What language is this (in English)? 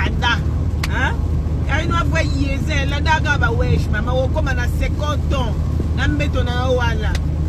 Lingala